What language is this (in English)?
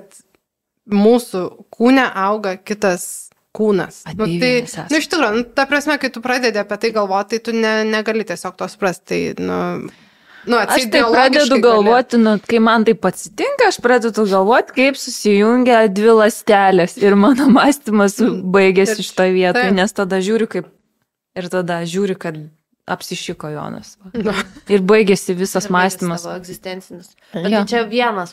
Lithuanian